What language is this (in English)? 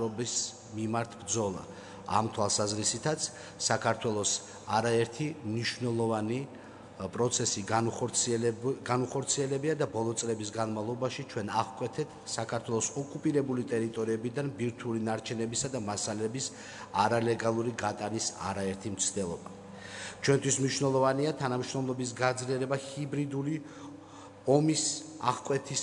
Georgian